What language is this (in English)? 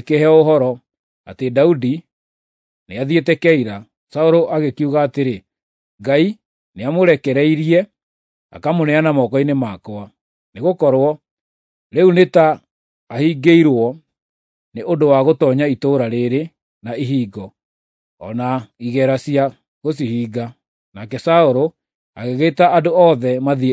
Kikuyu